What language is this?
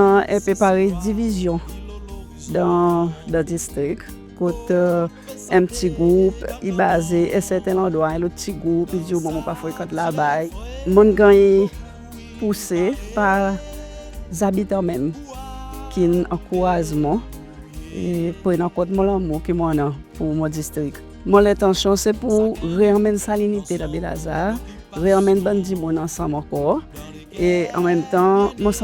Seselwa Creole French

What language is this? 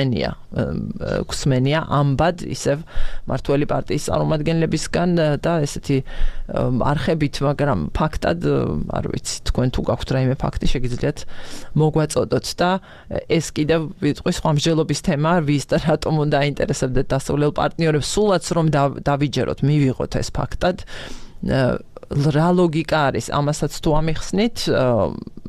Georgian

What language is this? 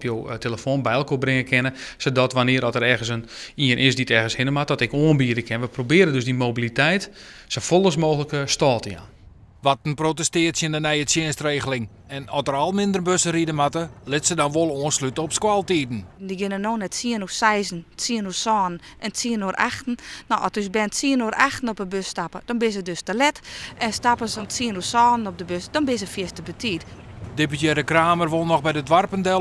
Western Frisian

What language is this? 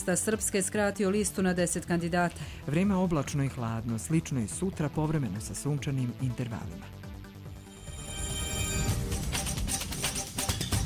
Bosnian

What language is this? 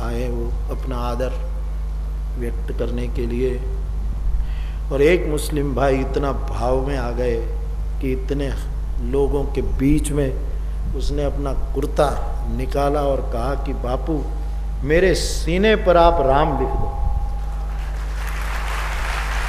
Hindi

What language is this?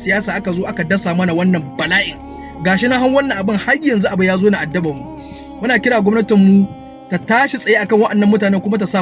Hausa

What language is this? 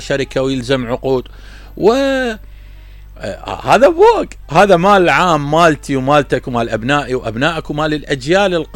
Mesopotamian Arabic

